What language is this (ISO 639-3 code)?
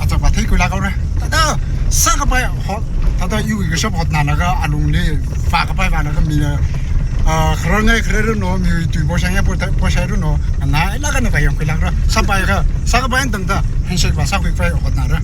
nmf